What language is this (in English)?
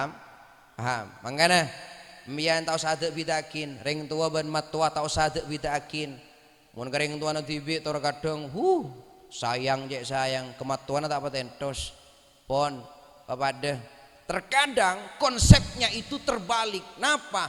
Madurese